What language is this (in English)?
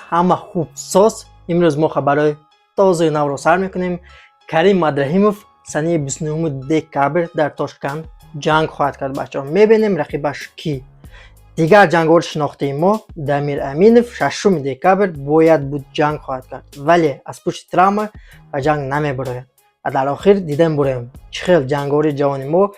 Tajik